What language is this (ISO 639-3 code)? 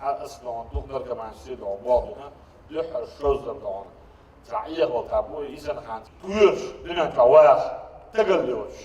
che